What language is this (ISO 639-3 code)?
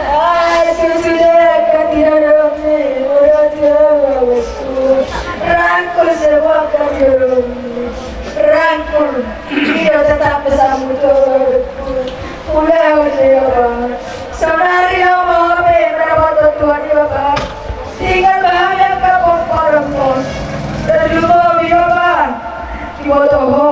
bbc